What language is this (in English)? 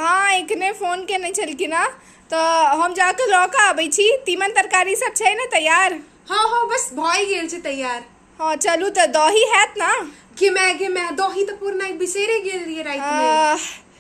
Maithili